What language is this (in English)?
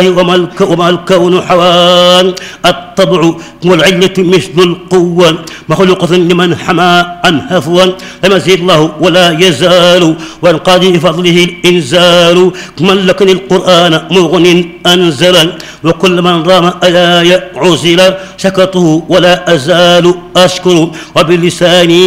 Arabic